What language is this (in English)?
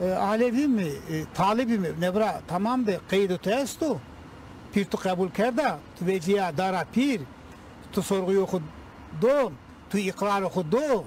Zaza